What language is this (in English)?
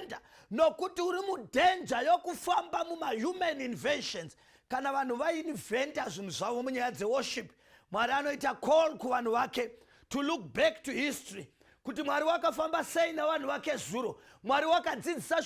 Shona